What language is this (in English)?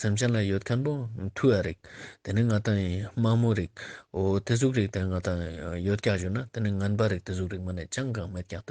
Ladakhi